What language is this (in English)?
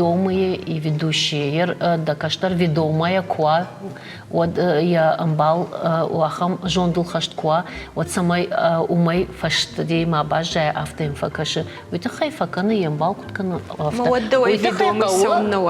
Ossetic